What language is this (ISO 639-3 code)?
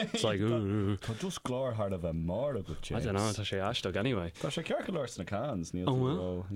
gle